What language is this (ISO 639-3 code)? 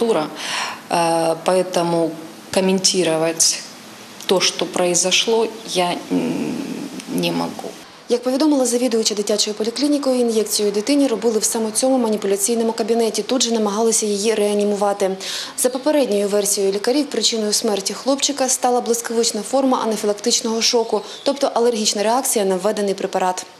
ukr